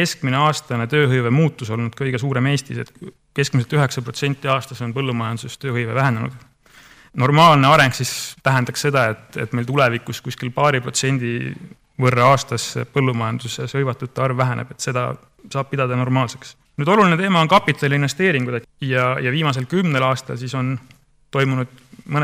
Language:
Estonian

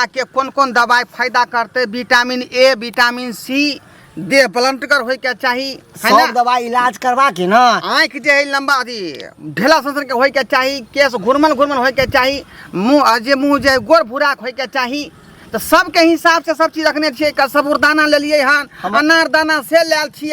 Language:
Maithili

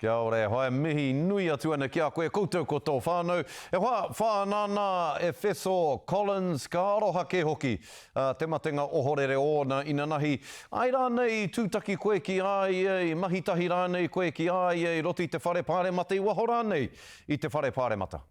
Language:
Māori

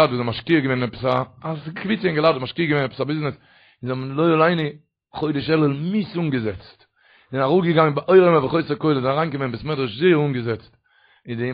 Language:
Yiddish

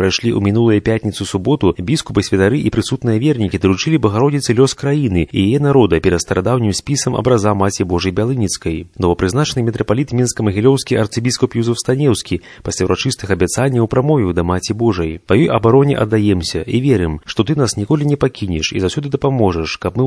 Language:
Belarusian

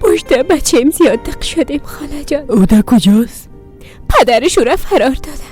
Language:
Persian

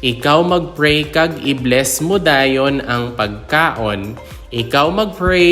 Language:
Hiligaynon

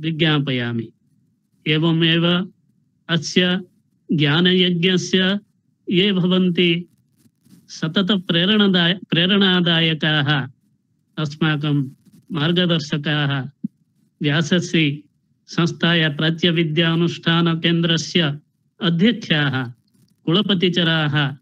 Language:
Sanskrit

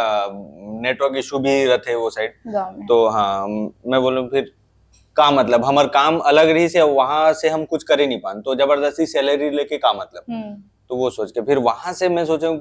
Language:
Chhattisgarhi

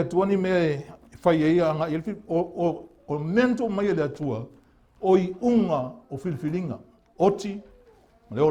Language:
Samoan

